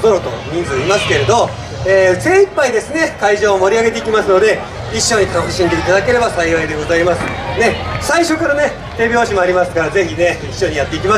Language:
Japanese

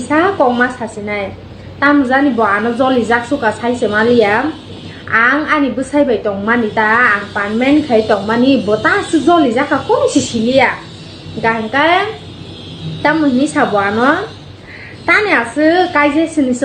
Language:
Kok Borok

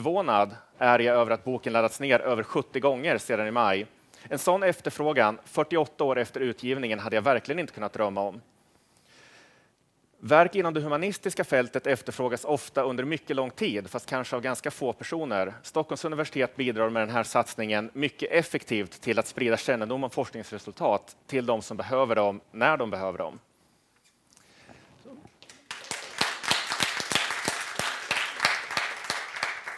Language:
Swedish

